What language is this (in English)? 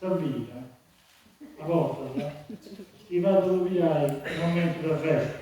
Sardinian